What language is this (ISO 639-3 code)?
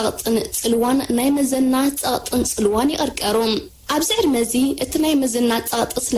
tir